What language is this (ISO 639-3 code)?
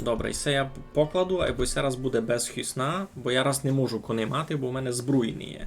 rue